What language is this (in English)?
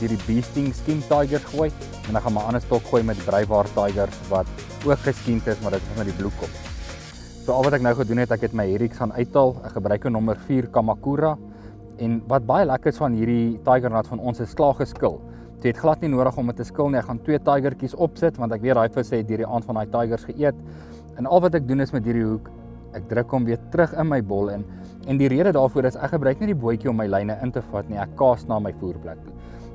Afrikaans